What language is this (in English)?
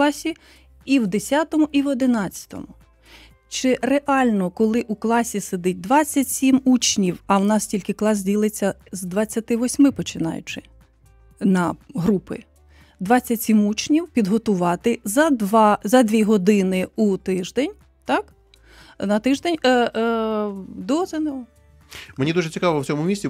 Ukrainian